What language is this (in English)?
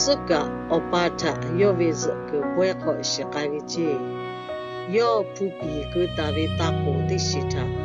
Lahu